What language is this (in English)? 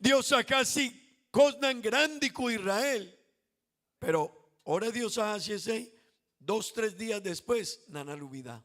Papiamento